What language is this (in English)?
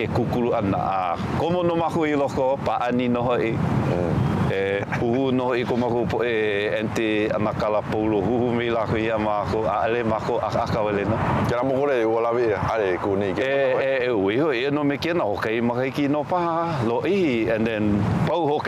Hawaiian